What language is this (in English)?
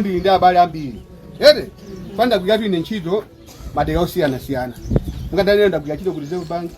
Nyanja